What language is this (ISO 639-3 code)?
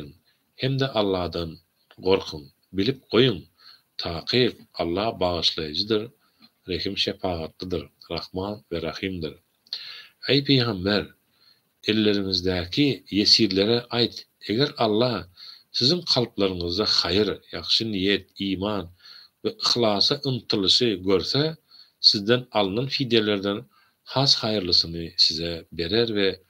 tuk